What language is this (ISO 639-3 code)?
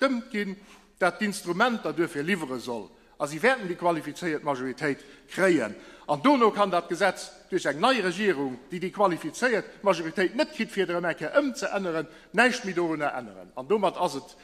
ltz